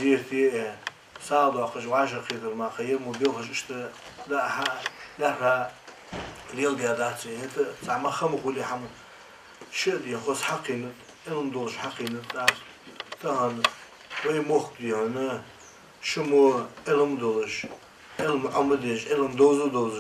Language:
Ingush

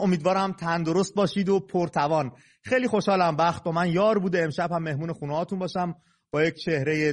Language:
Persian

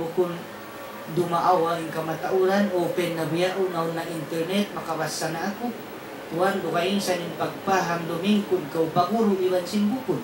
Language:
Tausug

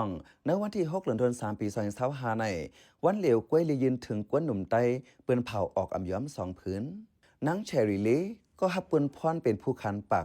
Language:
Shan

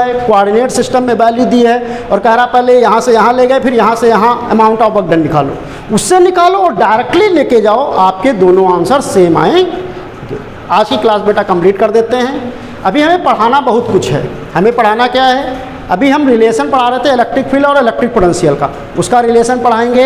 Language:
Hindi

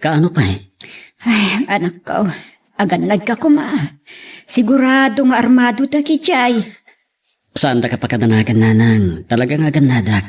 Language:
Iloko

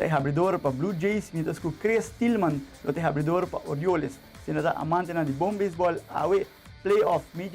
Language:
Papiamento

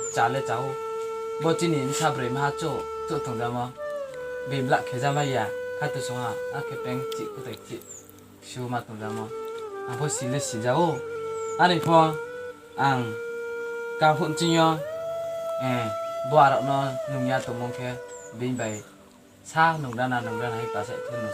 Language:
Riang (India)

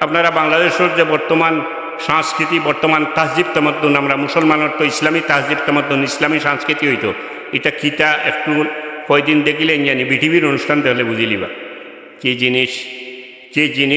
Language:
Sylheti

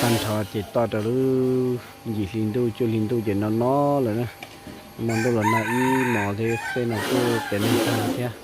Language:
Hmong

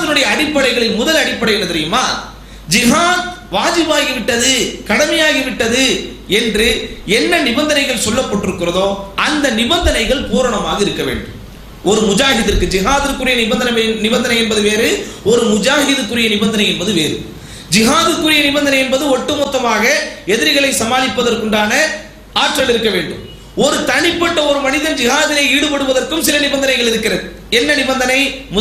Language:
Tamil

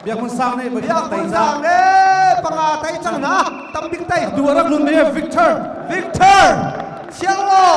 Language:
Hakha Chin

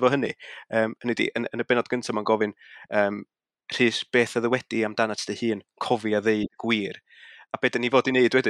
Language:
Welsh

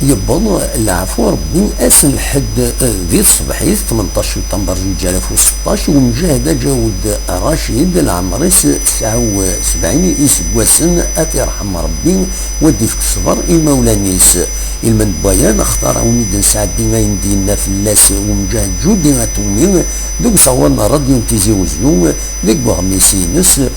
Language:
Kabyle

